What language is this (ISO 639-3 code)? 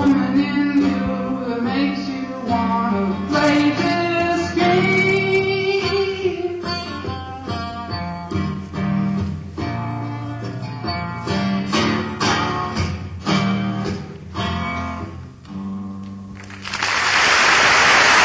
eng